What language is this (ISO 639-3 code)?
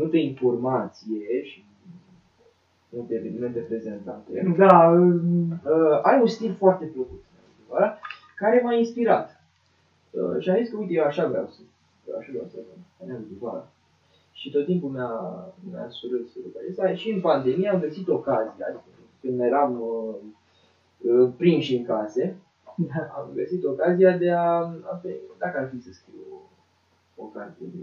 ron